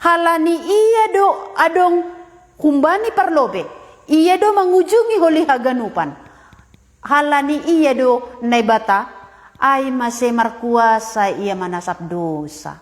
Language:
Batak Simalungun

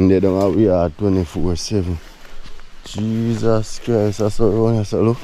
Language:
Jamaican Creole English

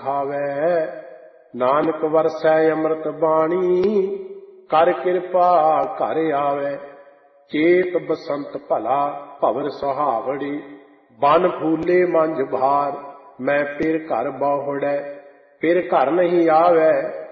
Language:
Punjabi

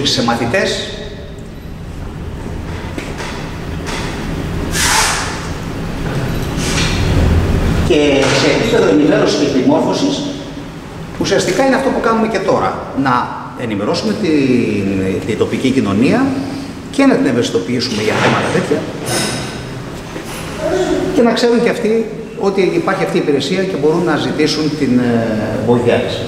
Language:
Greek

